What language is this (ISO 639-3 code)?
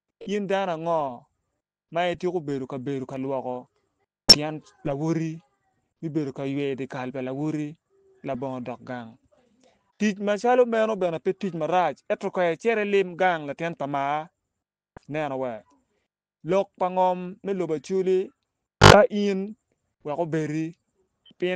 ach